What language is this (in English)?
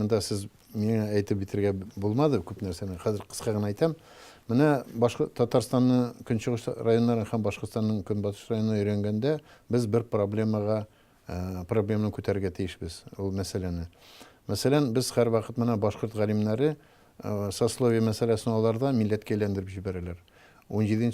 Tatar